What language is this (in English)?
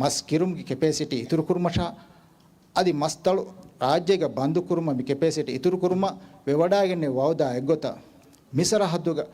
Divehi